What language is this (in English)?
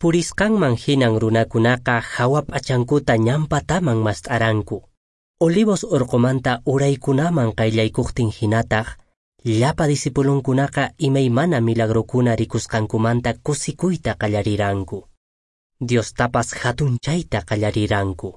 Quechua